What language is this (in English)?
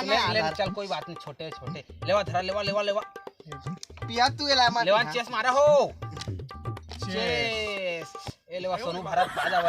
Chhattisgarhi